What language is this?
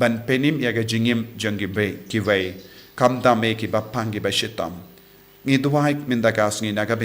Khasi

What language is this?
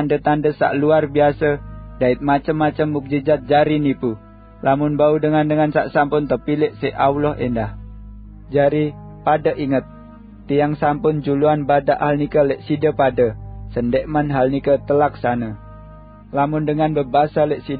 Sasak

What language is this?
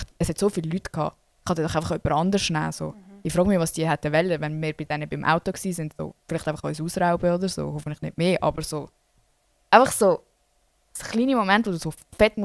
Swiss German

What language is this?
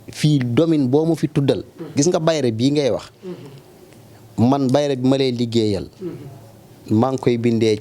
Wolof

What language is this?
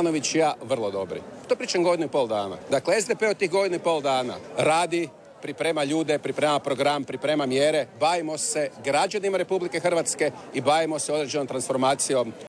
Croatian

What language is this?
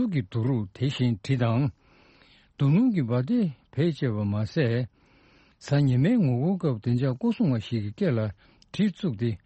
Tibetan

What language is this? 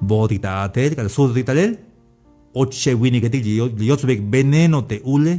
Tzeltal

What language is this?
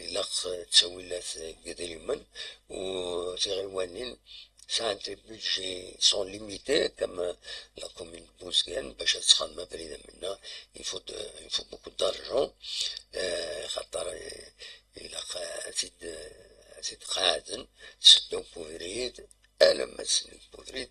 Kabyle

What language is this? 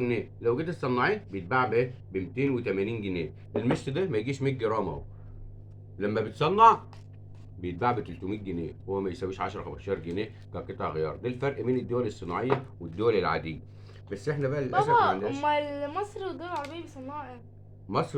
Egyptian Arabic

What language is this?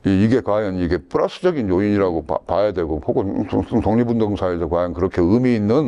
Korean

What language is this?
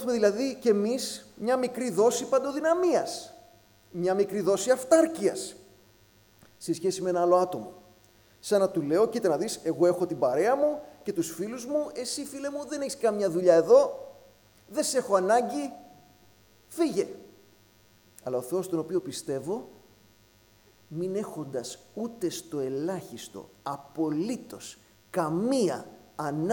Greek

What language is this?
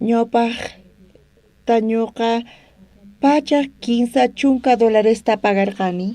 South Bolivian Quechua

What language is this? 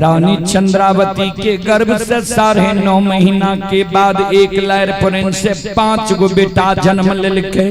Maithili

